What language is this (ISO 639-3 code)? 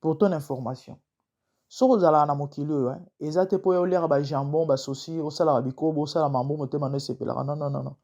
lin